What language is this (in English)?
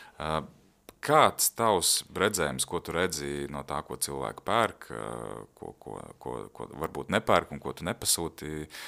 Latvian